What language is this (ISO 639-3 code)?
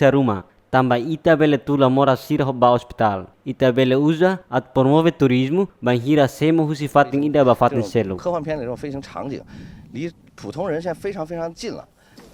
tet